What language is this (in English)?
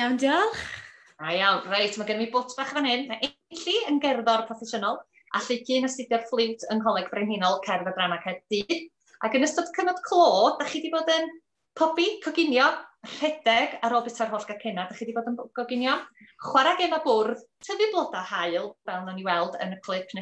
Welsh